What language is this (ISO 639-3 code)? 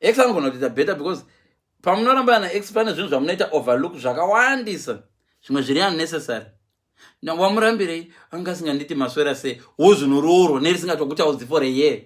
sna